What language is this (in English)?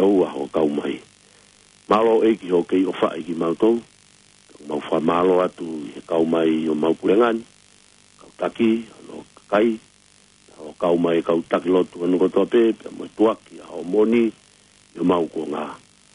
Tongan